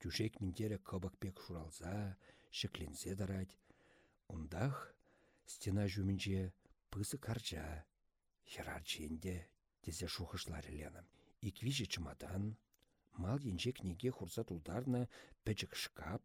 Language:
Chuvash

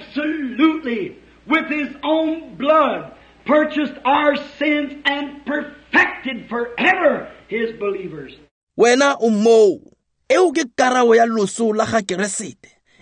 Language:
Tswana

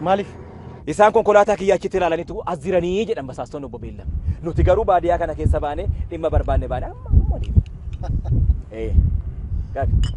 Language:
Oromo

